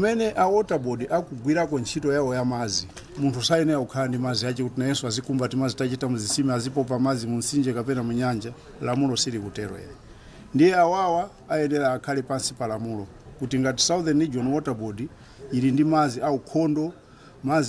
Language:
Nyanja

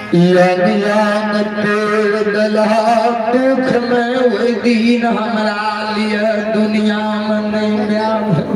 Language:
Maithili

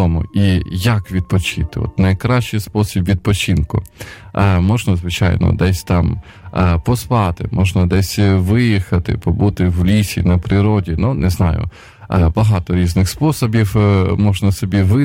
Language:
Ukrainian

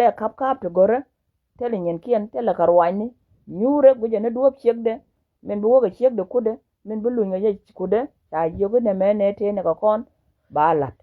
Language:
Nuer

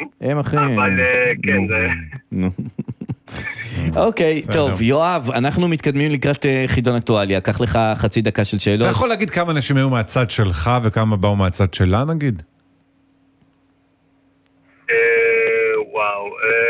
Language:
Hebrew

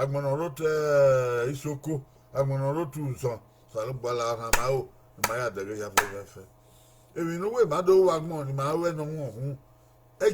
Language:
Bini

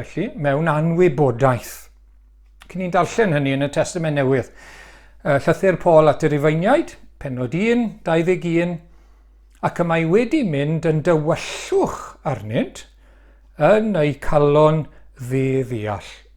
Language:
Welsh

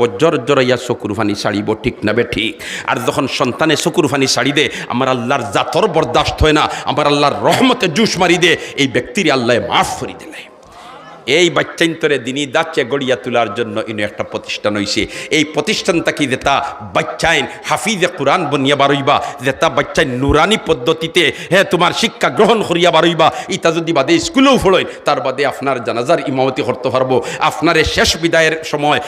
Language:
Sylheti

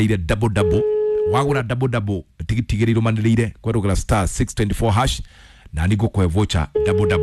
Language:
Kikuyu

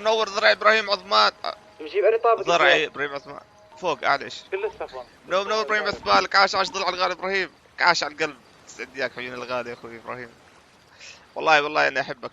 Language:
North Levantine Arabic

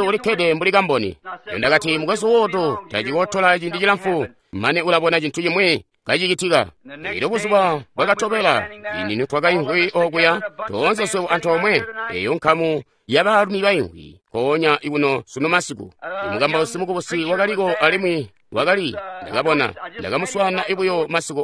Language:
Tonga (Zambia)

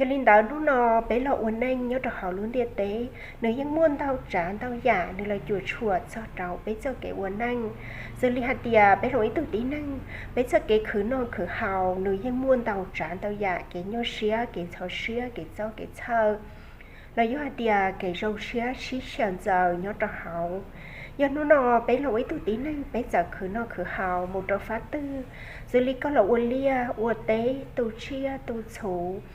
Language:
Hmong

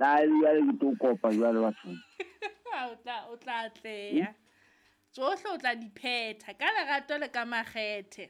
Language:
Southern Sotho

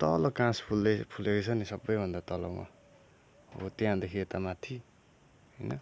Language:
Nepali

